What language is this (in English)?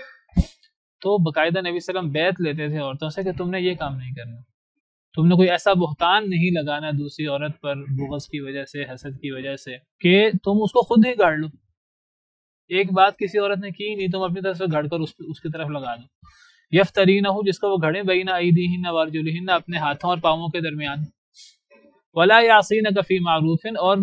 Urdu